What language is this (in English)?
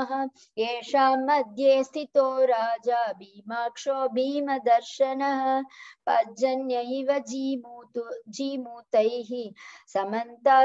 Sanskrit